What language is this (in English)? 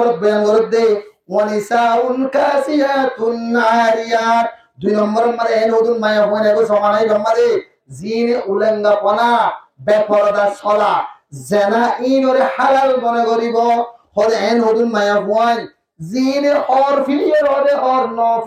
Rohingya